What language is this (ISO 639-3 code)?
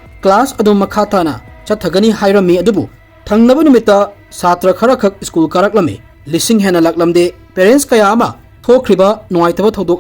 mni